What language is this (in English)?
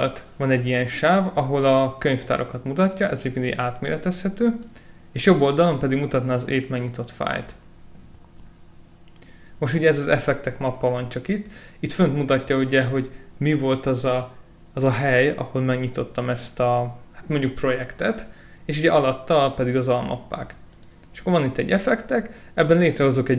Hungarian